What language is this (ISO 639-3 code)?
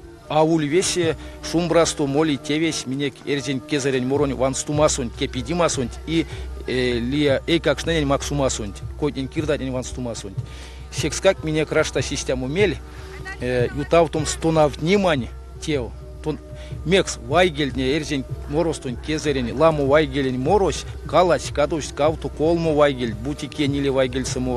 myv